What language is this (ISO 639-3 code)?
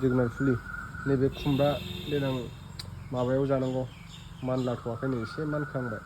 brx